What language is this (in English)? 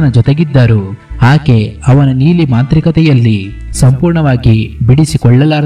Kannada